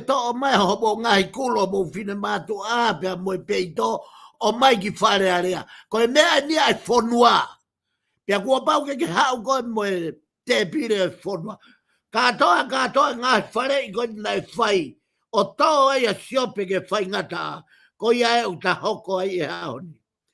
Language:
Tongan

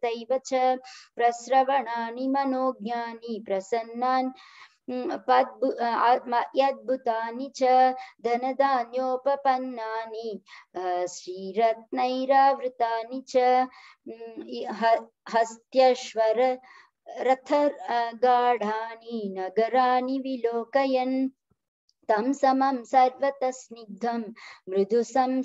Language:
Sanskrit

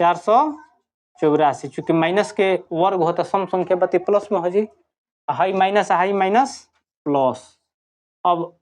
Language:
Bhojpuri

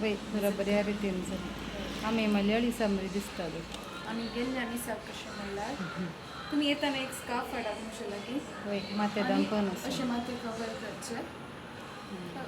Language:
Konkani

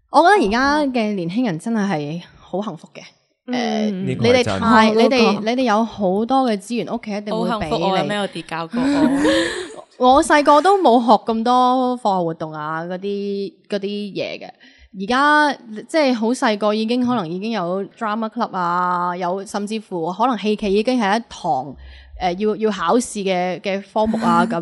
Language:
Cantonese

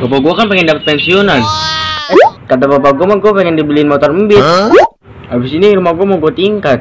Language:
Betawi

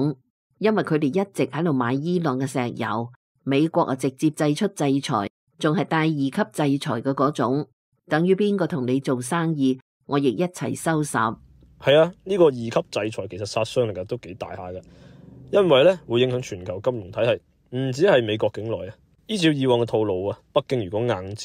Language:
Cantonese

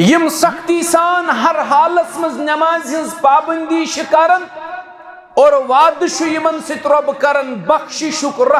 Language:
Kashmiri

